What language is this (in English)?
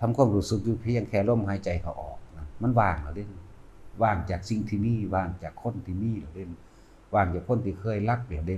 Lao